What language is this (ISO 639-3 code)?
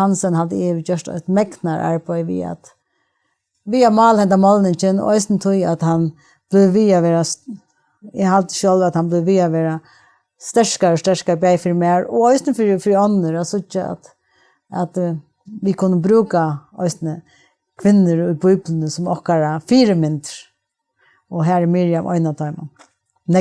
fao